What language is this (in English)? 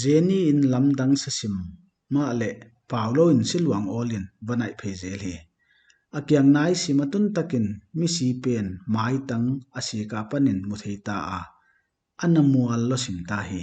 Paite Chin